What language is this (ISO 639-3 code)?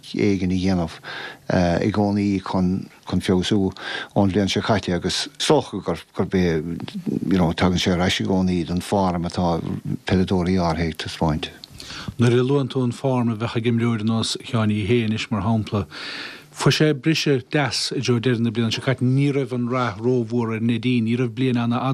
gle